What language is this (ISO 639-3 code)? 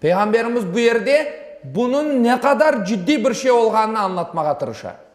crh